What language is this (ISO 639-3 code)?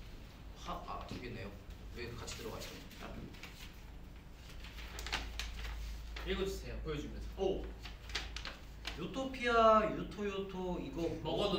kor